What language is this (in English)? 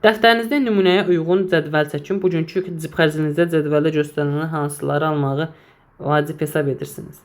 Azerbaijani